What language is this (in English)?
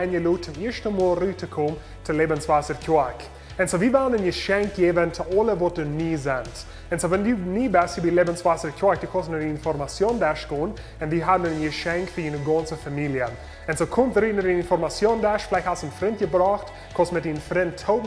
Plautdietsch